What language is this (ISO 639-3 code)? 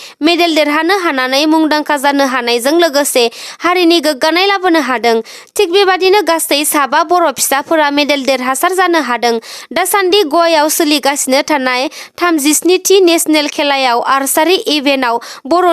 brx